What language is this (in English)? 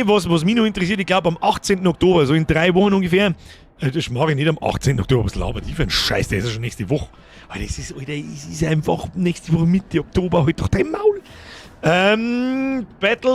Bavarian